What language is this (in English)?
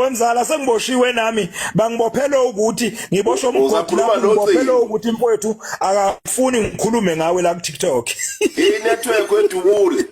Zulu